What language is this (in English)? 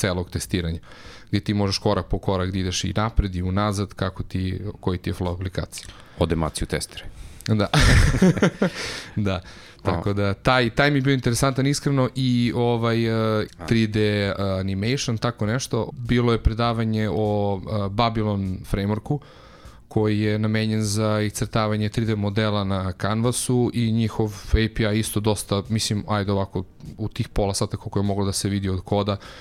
Serbian